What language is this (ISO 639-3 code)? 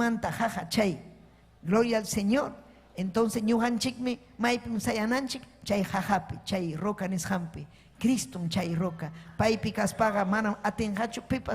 quy